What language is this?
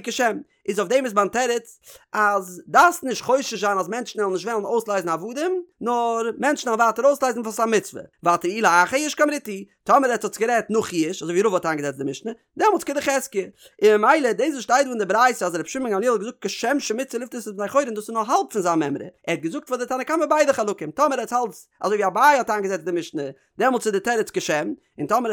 Yiddish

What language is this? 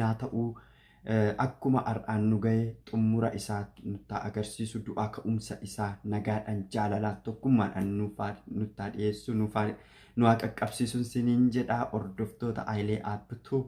Oromo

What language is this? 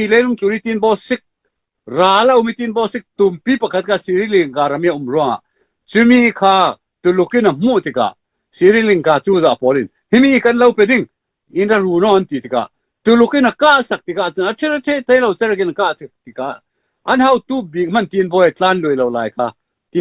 Falam Chin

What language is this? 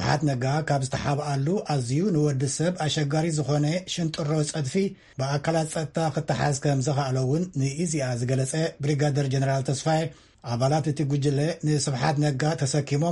Tigrinya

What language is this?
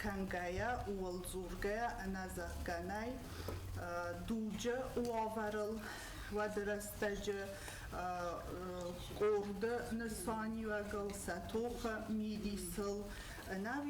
Ossetic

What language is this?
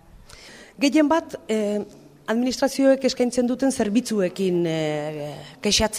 Basque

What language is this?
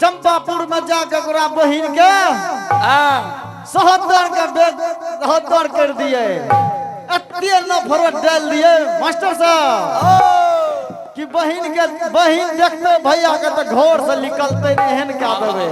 Angika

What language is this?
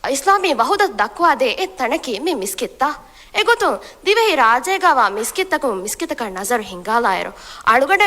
Divehi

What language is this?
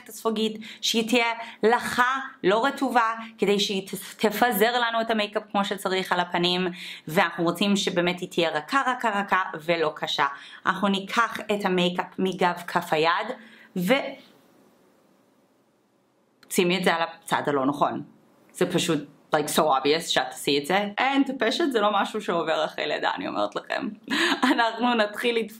Hebrew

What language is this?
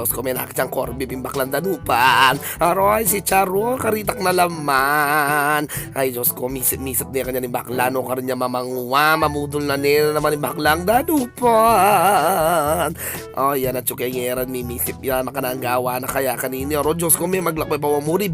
Pampanga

